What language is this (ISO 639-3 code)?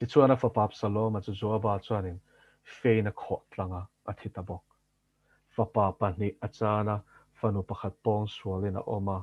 lus